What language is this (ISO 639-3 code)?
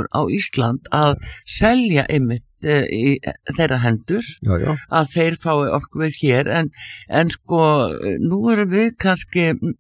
isl